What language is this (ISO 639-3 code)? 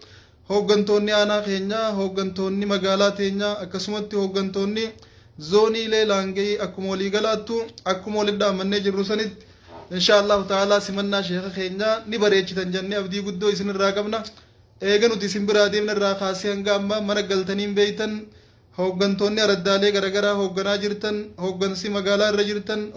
orm